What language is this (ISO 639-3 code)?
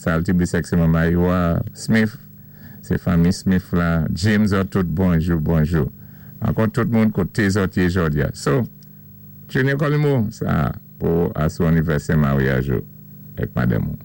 acf